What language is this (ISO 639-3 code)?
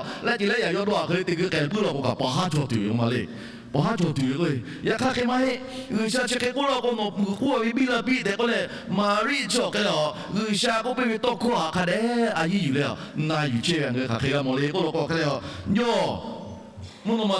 lhu